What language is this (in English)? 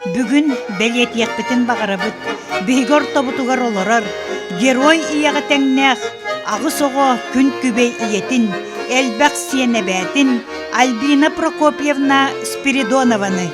Yakut